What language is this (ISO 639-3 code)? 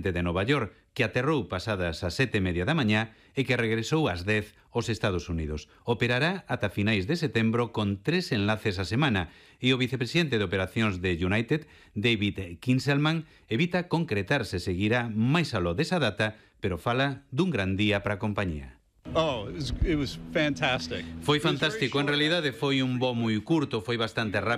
glg